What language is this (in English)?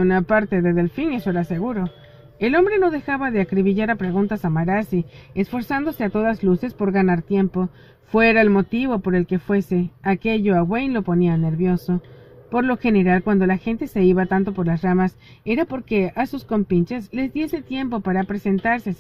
Spanish